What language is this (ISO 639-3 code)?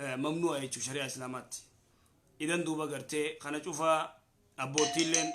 orm